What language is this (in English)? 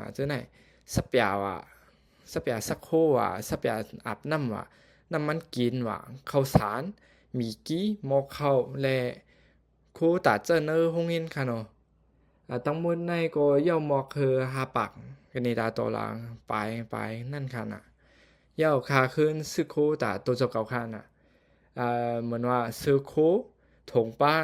Shan